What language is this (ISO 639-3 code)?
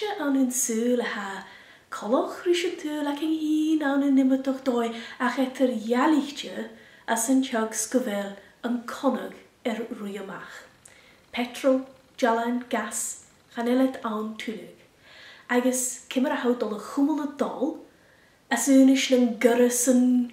gla